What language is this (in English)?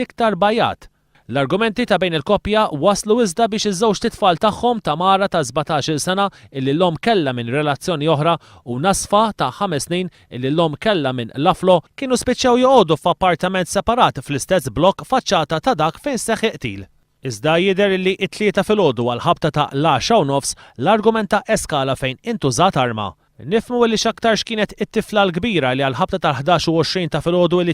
Maltese